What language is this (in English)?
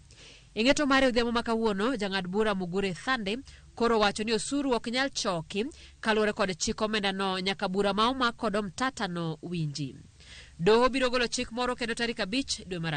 Luo (Kenya and Tanzania)